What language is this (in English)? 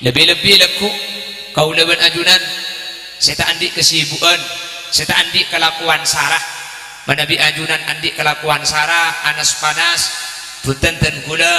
Madurese